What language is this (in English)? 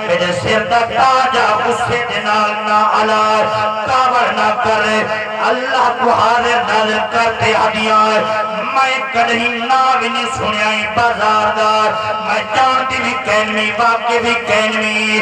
Saraiki